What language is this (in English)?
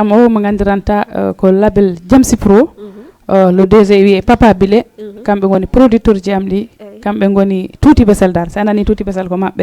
Fula